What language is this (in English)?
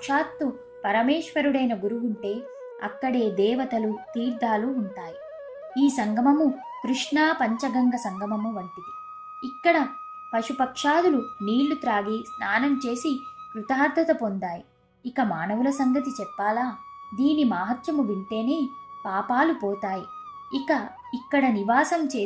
Telugu